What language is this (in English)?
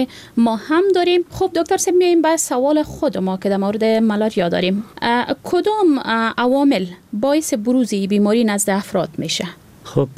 Persian